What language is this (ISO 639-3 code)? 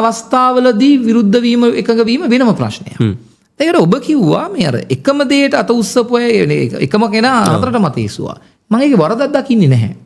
sin